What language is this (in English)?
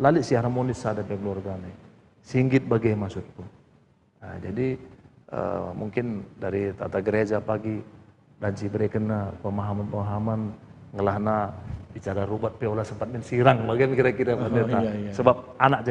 Batak Karo